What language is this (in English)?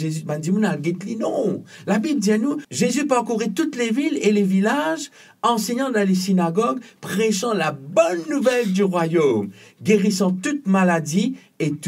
Morisyen